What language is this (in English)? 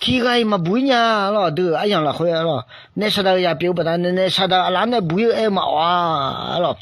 Akha